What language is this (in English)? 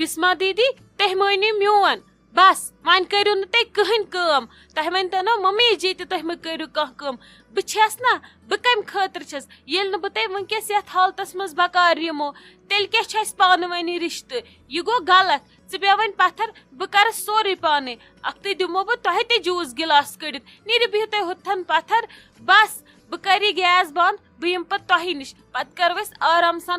Kashmiri